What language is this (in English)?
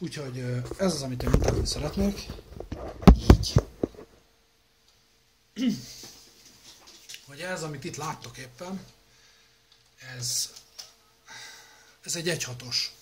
Hungarian